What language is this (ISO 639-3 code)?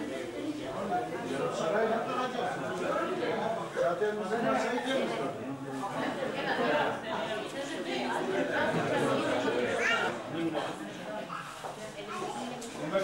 tur